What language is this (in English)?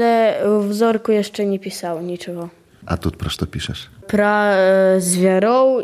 Belarusian